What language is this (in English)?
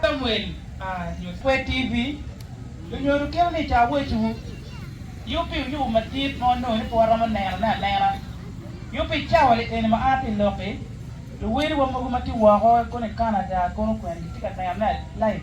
Acoli